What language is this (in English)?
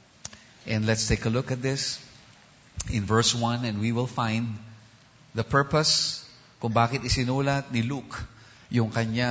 Filipino